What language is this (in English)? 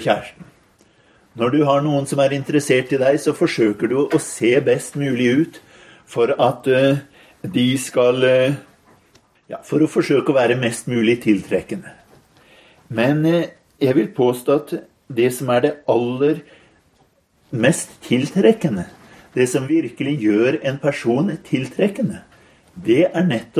Norwegian